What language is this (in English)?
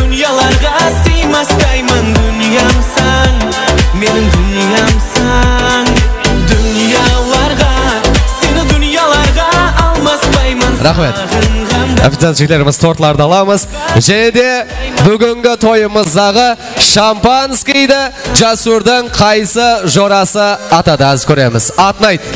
Kara-Kalpak